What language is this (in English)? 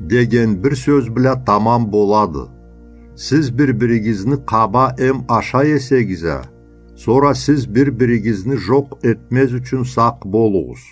Karachay-Balkar